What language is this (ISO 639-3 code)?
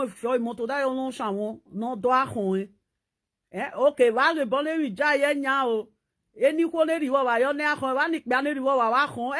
pcm